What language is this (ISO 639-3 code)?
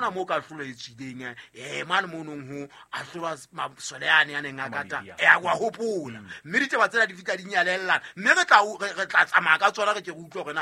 sot